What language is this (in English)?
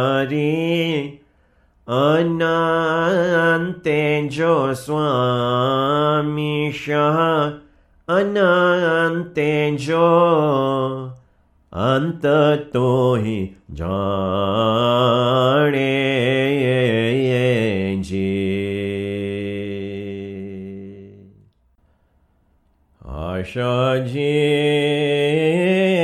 Gujarati